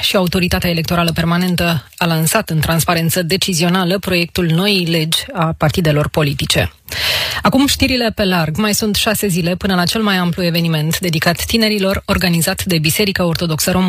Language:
Romanian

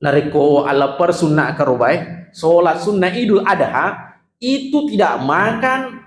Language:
Buginese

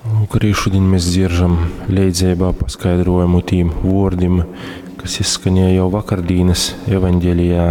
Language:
Latgalian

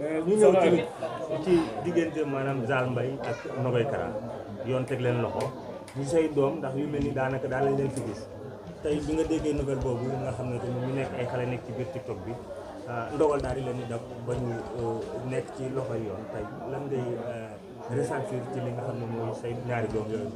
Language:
Wolof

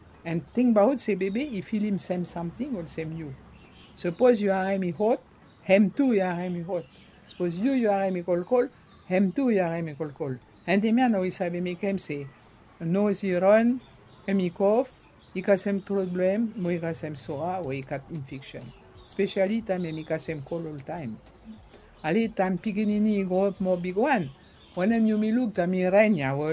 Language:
Bislama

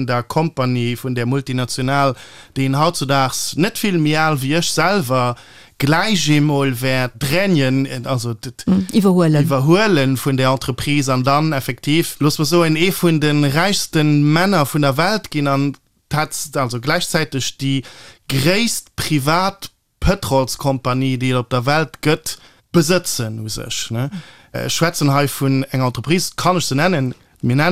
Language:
Luxembourgish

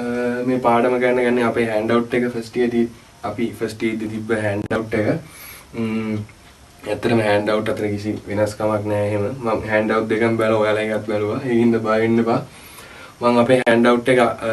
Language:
Sinhala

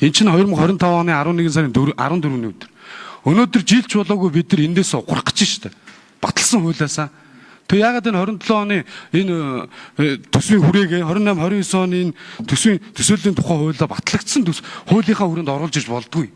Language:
Mongolian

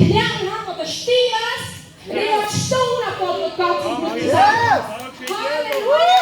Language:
Plautdietsch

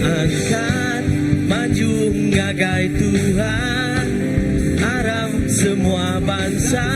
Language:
Iban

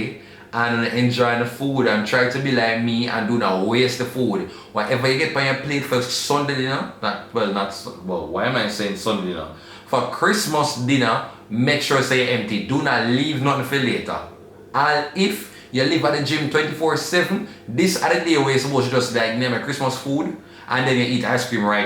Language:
Jamaican Creole English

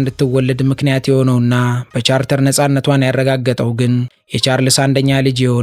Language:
Amharic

